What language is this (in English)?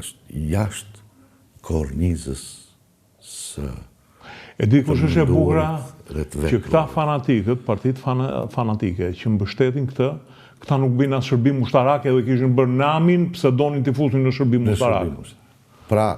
Albanian